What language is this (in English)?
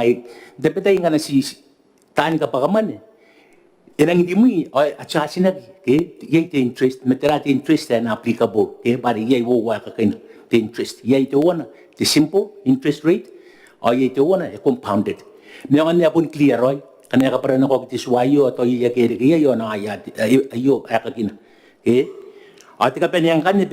Gilbertese